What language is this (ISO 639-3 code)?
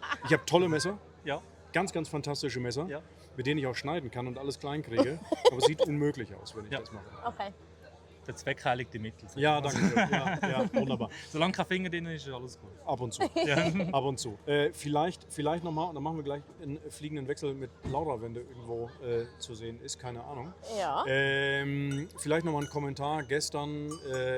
gsw